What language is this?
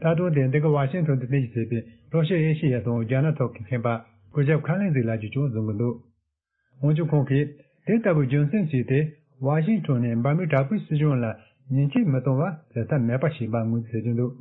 Tibetan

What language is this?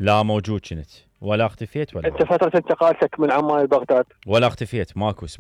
Mesopotamian Arabic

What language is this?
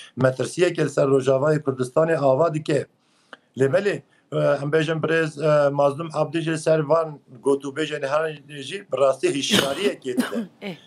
Kurdish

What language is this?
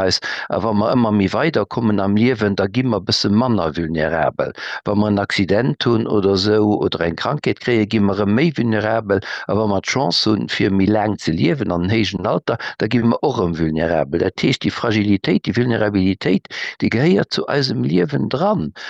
Luxembourgish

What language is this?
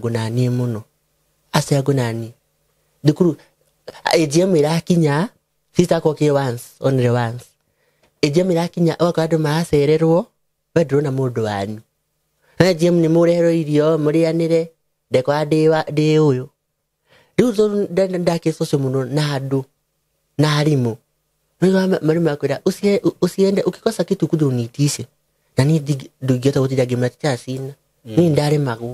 Kikuyu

